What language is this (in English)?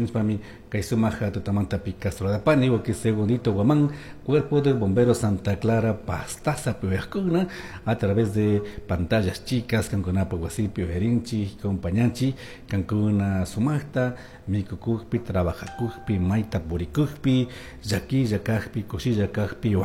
Chimborazo Highland Quichua